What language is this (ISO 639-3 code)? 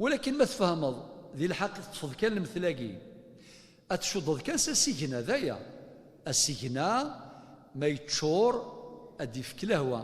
kab